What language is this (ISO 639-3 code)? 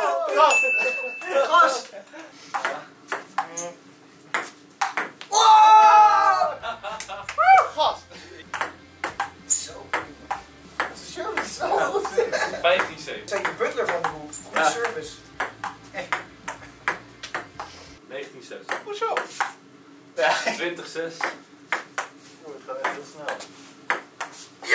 nld